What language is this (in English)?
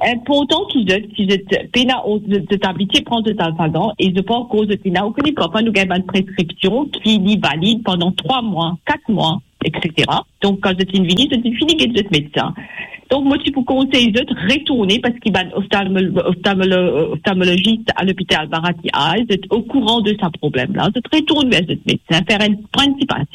Morisyen